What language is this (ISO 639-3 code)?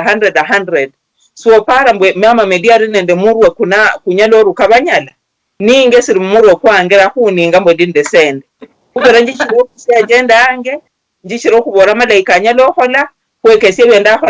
luy